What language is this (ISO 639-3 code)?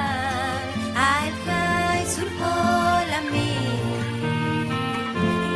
lad